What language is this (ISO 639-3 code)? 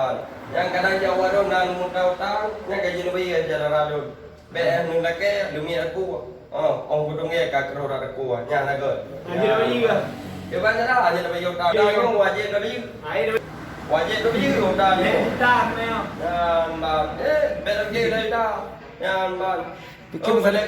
ace